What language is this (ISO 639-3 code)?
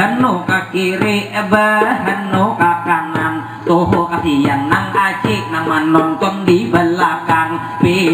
bjn